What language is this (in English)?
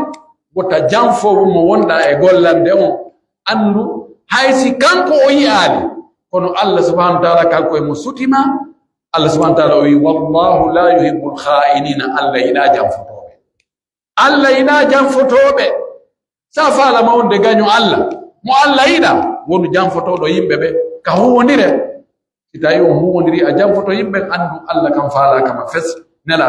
Pular